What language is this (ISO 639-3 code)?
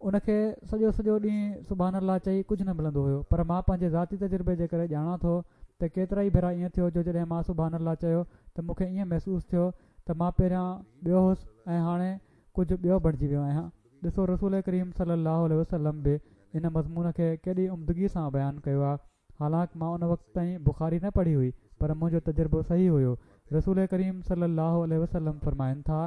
snd